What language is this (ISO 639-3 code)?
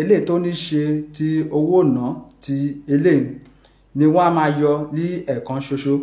yor